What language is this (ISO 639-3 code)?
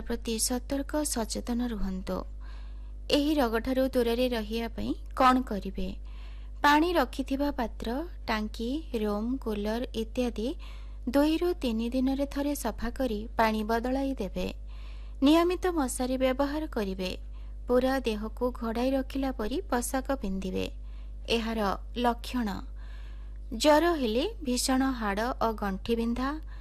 ori